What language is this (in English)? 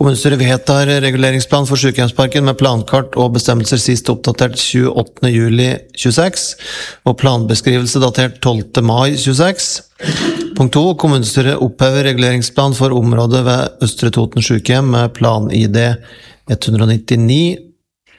Norwegian